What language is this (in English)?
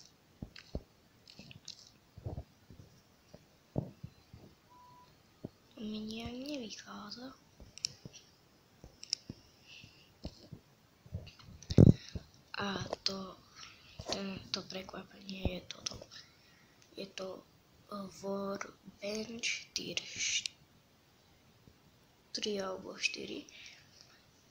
Slovak